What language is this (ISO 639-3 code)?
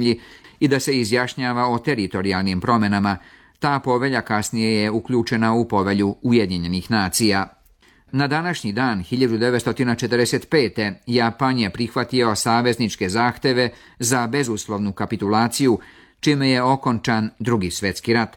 hrv